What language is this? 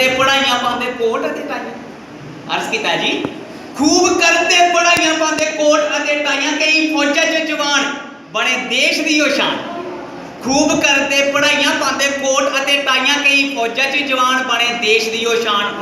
Dogri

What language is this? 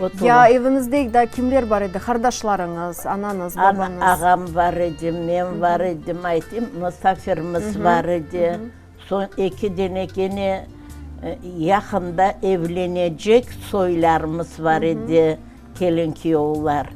Crimean Tatar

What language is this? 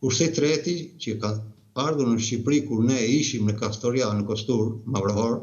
Albanian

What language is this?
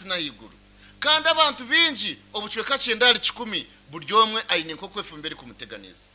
Nyankole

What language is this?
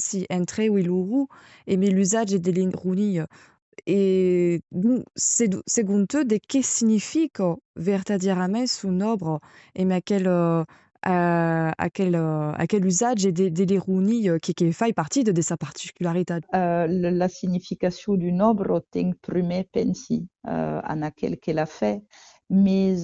Occitan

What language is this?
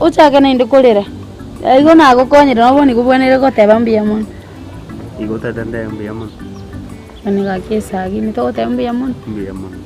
Gusii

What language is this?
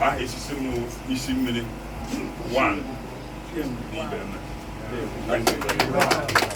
Igbo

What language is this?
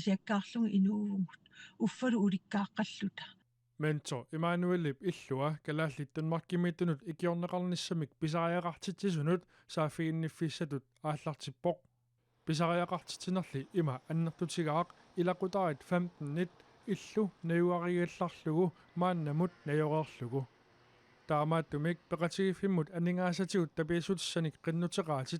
Kalaallisut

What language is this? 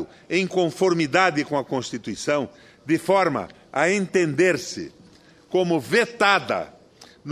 Portuguese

